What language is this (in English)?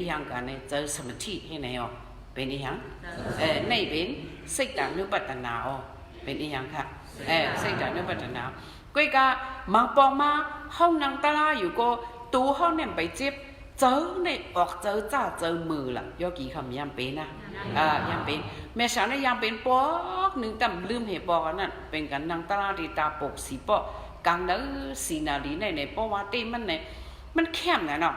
Shan